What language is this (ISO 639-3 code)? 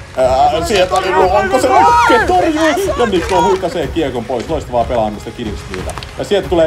fin